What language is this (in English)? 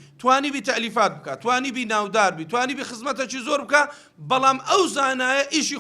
Central Kurdish